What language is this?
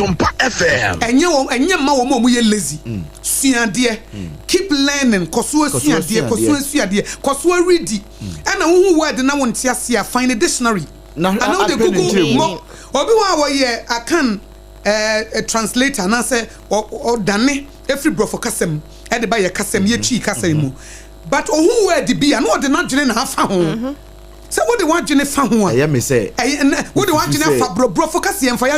Akan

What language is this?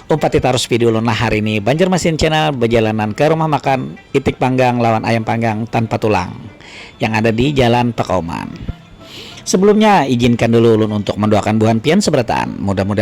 Banjar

